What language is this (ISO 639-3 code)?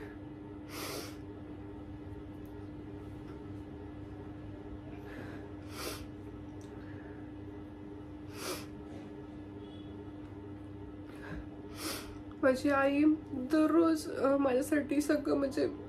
mar